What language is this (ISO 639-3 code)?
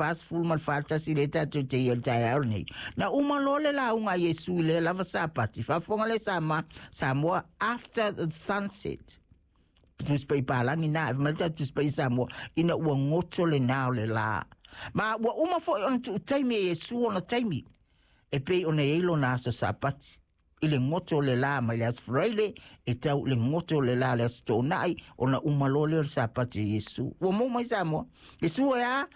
smo